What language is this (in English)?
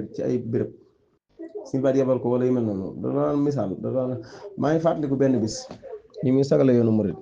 Wolof